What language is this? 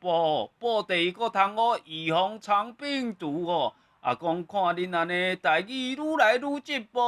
Min Nan Chinese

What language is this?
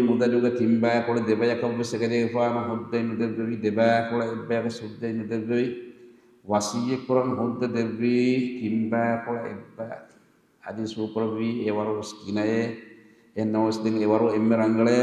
Divehi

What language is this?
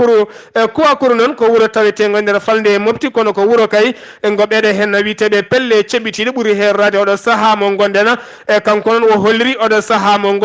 Fula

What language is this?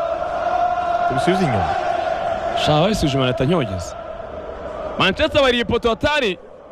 Kinyarwanda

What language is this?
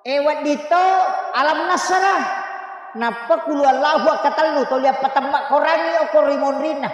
Buginese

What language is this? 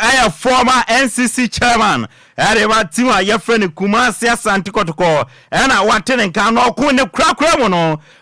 Akan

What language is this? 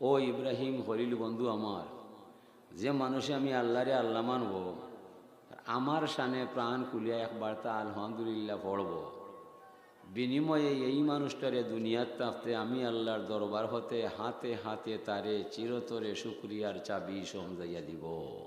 Sylheti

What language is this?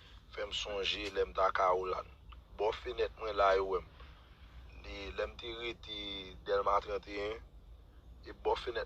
Haitian Creole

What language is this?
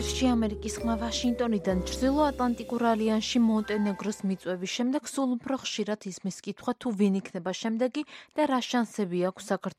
Georgian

